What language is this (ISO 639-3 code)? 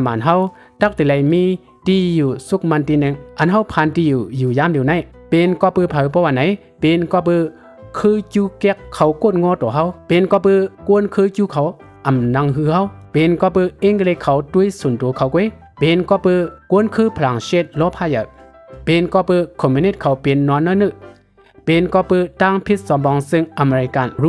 shn